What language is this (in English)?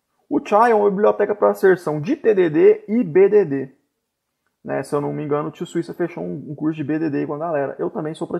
Portuguese